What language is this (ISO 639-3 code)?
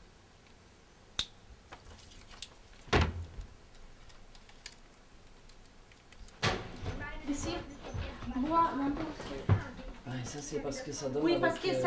ltz